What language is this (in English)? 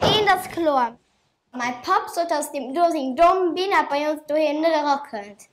Luxembourgish